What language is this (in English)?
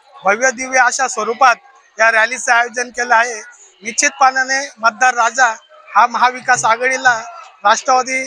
Marathi